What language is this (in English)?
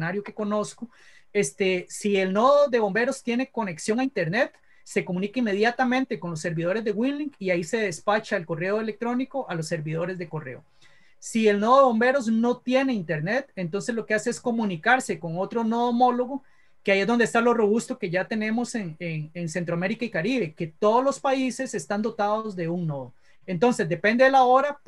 Spanish